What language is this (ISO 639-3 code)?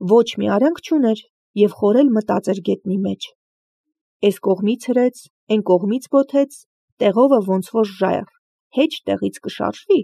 hye